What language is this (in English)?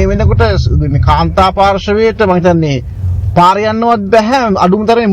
Sinhala